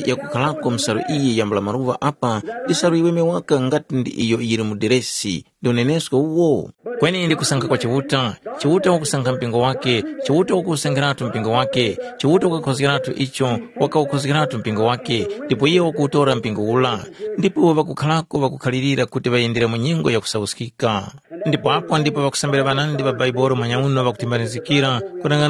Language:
Tumbuka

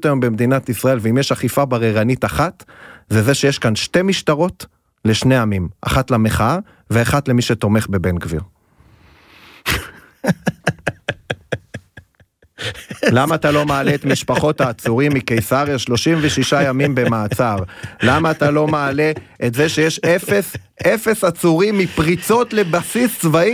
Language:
Hebrew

